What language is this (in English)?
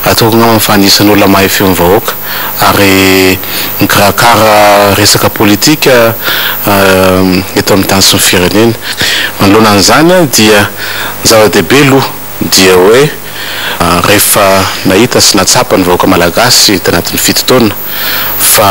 Malagasy